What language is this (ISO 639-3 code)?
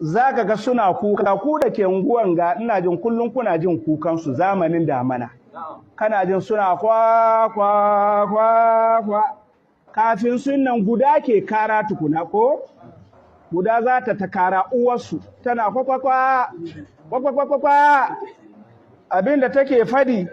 hau